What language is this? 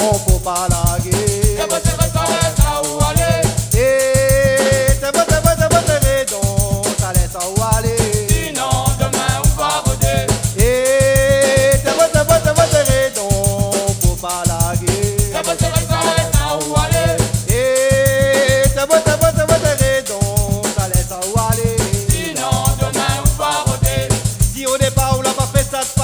Réunion Creole French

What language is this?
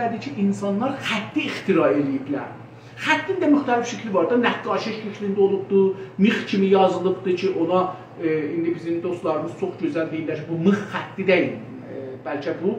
South Azerbaijani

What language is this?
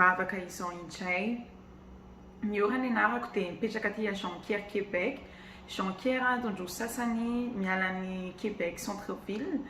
Malagasy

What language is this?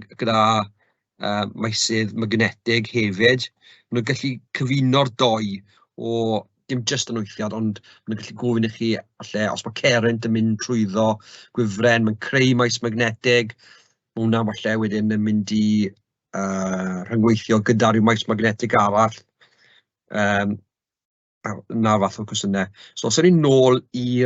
Welsh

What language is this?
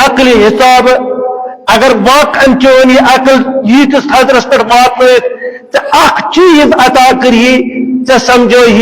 Kashmiri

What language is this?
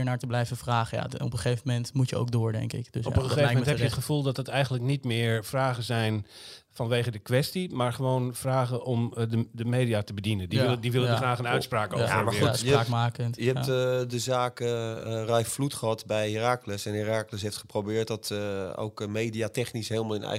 Dutch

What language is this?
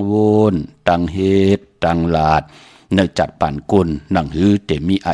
Shan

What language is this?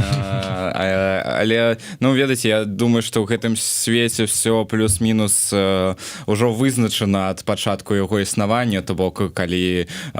Belarusian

